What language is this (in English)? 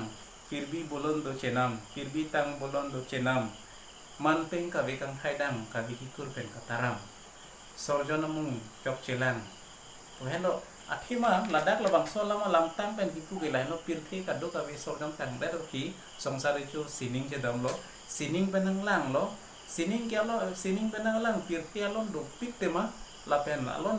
Karbi